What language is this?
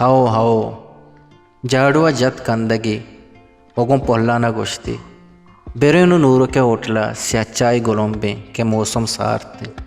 Baluchi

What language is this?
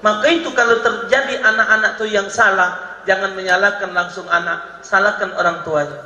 Musi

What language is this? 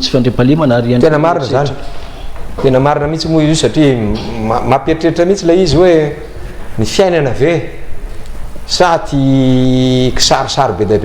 Malagasy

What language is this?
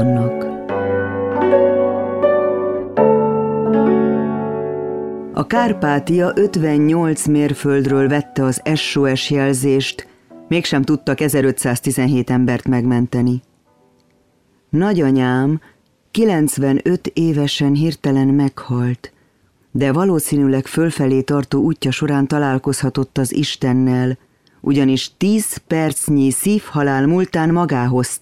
Hungarian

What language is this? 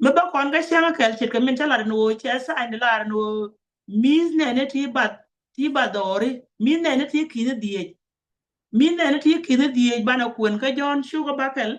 Nuer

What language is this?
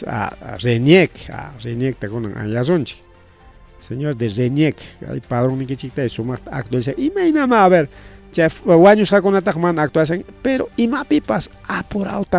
Ayacucho Quechua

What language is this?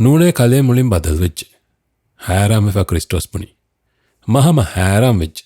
Divehi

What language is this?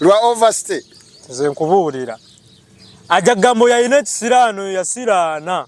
Ganda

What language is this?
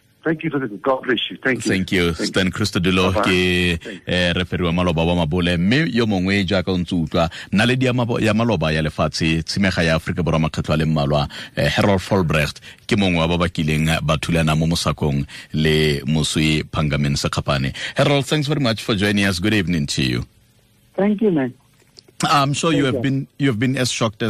Tswana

